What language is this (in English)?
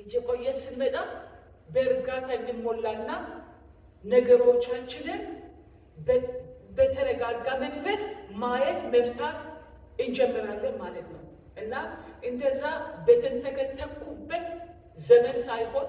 Amharic